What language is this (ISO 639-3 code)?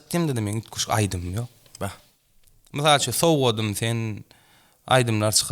tuk